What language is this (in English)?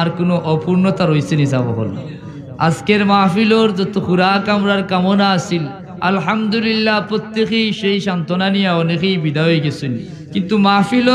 Sylheti